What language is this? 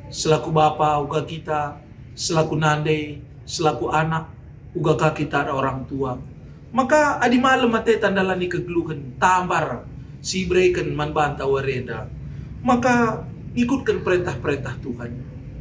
Batak Karo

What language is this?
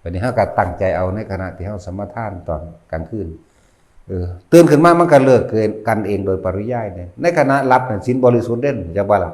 Northeastern Thai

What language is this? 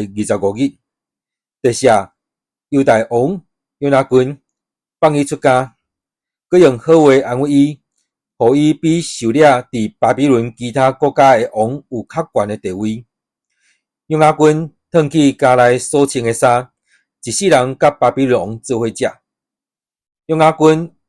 Min Nan Chinese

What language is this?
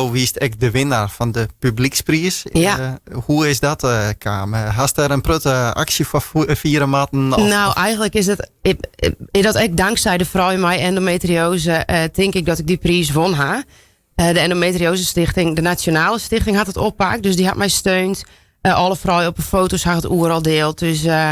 Western Frisian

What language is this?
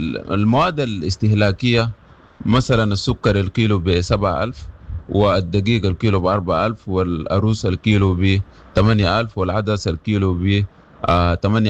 Sudanese Arabic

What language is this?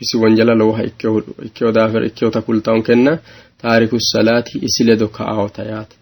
Sidamo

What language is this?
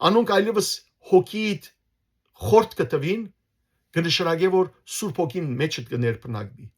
Western Armenian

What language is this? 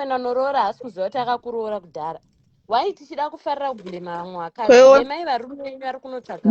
Shona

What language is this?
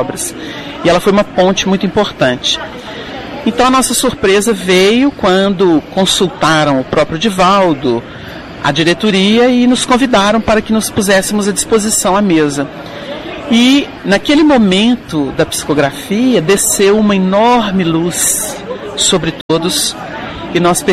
Portuguese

